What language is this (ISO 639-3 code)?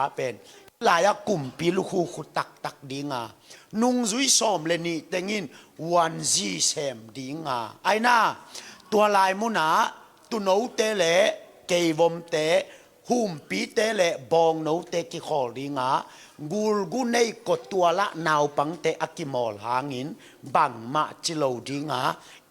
ctd